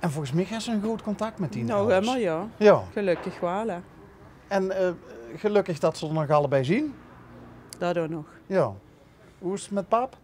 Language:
Limburgish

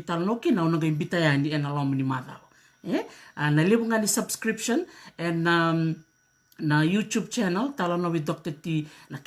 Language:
Fijian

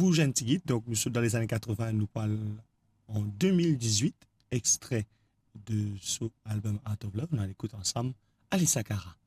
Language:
Morisyen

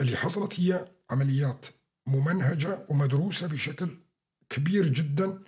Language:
North Levantine Arabic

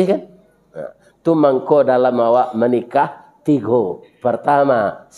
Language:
Minangkabau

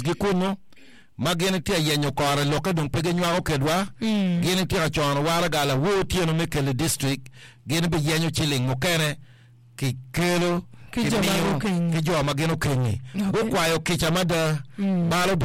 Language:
Acoli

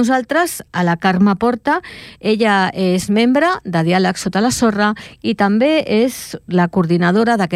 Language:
Catalan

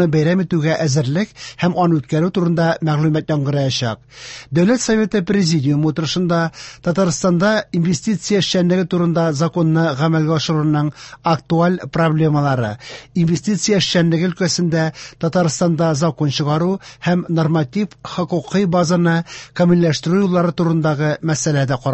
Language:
Tatar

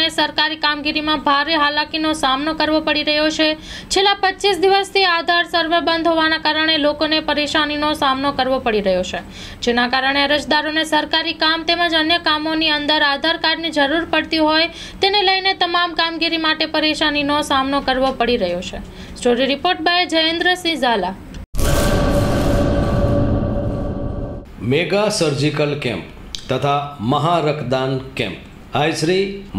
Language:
Gujarati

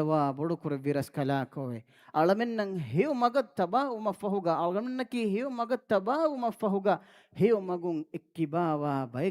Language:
Divehi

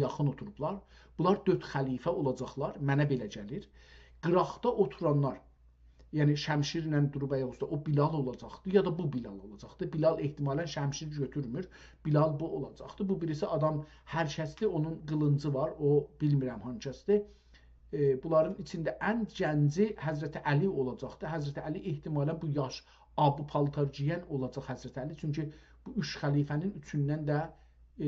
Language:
South Azerbaijani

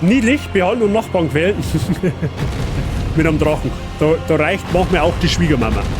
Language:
Bavarian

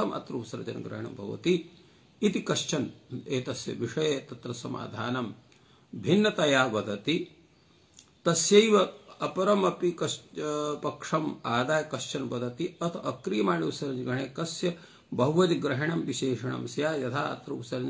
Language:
Sanskrit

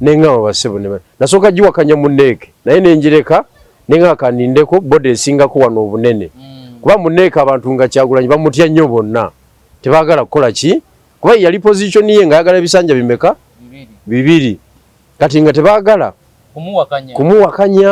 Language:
Ganda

